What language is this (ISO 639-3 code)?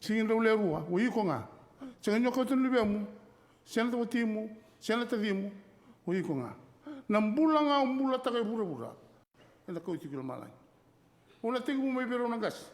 fij